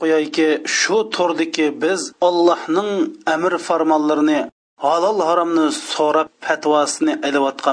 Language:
Uyghur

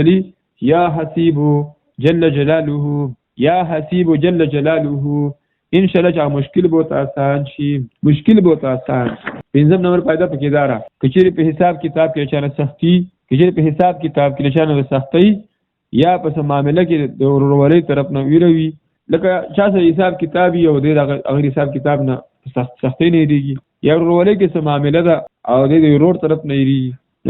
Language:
Pashto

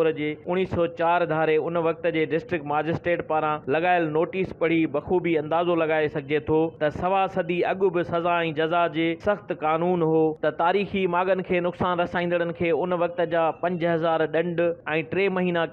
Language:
Sindhi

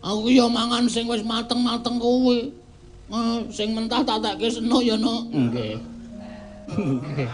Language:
Javanese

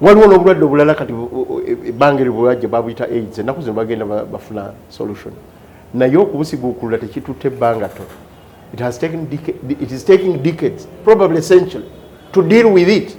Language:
Ganda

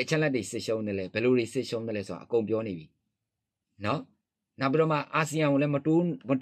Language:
Burmese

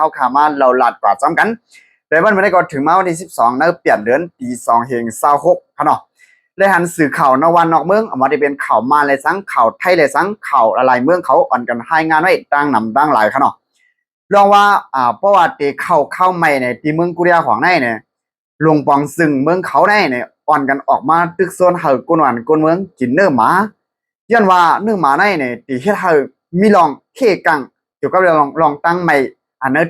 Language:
Shan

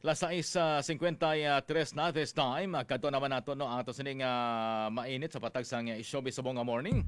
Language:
Hiligaynon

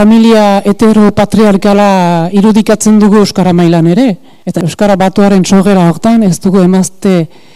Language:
Basque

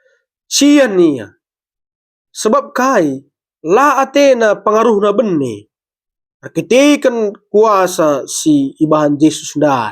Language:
Batak Karo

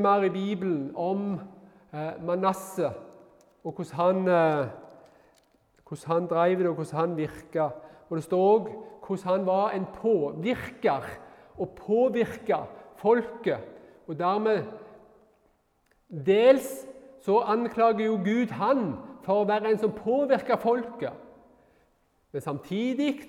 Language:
Norwegian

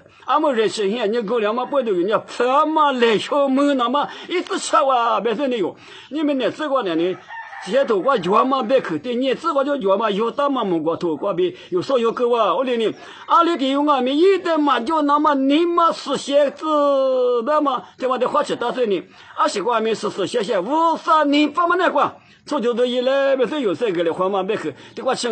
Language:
Lisu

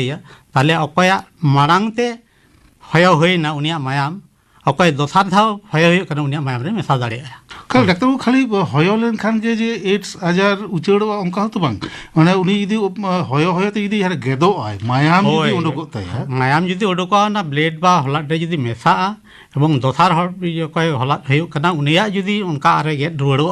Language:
Santali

